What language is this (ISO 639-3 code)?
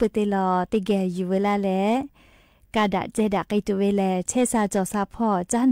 lhu